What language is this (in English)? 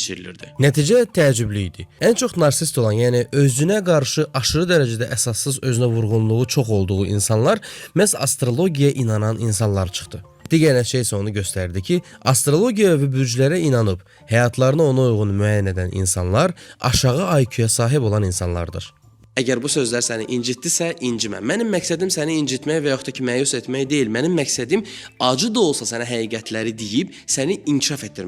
Azerbaijani